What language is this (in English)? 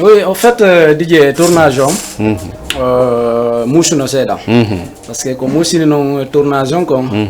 Fula